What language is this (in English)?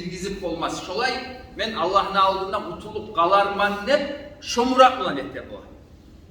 Kumyk